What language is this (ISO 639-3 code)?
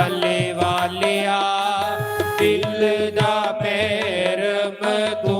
doi